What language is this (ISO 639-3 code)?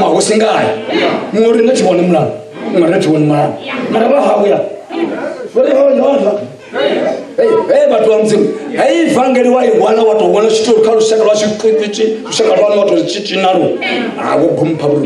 ven